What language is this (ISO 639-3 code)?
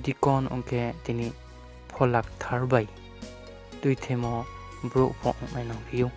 ria